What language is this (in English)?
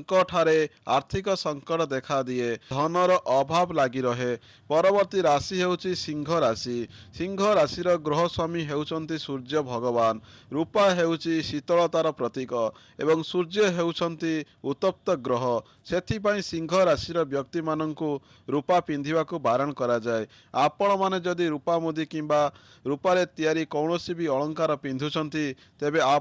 Odia